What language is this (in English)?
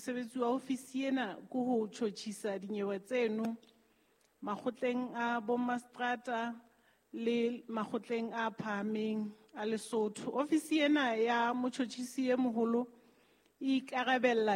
Southern Sotho